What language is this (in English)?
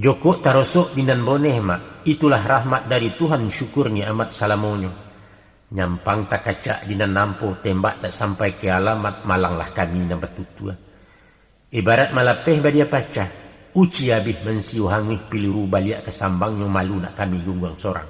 Minangkabau